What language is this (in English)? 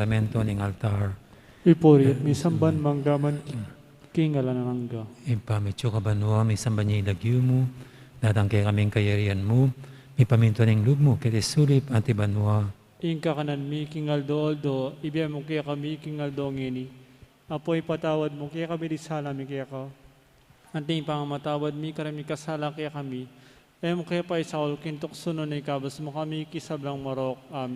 Pampanga